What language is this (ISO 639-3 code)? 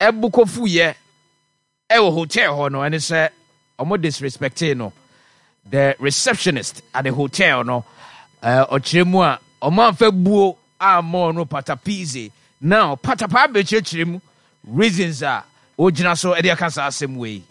aka